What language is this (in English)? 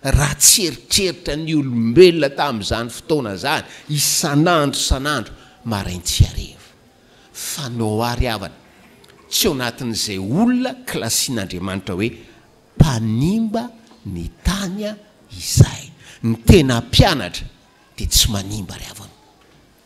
Malagasy